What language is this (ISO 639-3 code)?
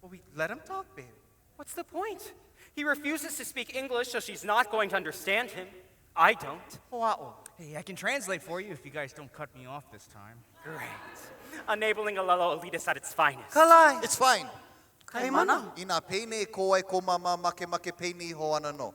haw